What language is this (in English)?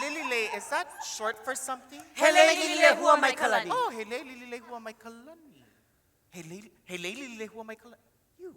Hawaiian